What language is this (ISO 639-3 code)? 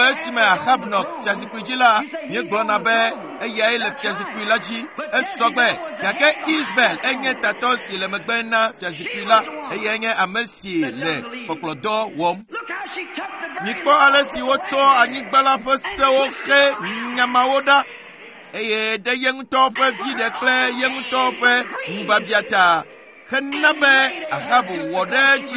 ewe